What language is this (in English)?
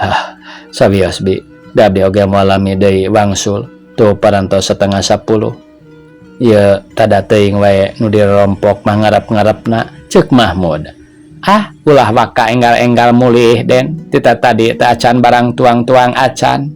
Sundanese